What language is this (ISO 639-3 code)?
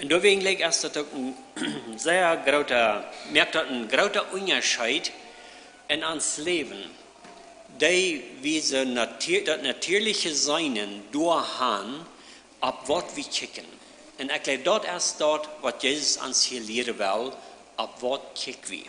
pdt